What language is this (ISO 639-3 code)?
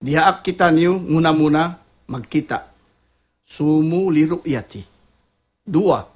tsg